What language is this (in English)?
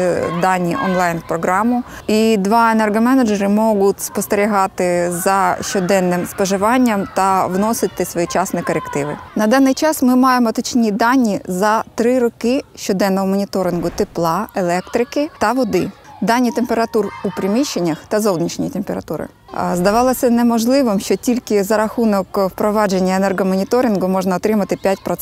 Ukrainian